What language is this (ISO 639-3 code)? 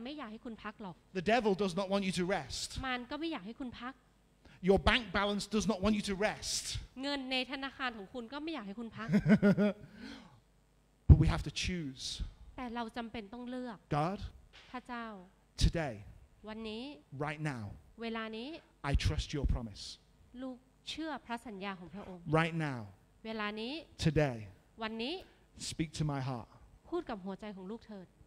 tha